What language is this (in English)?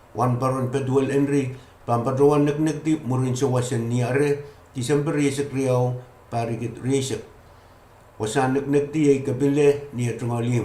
Pohnpeian